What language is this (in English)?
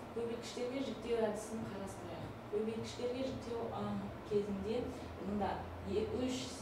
Kazakh